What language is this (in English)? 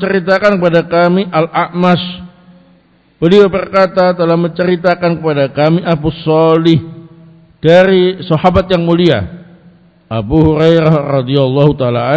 Indonesian